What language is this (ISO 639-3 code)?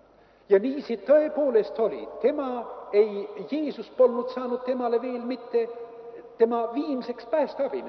est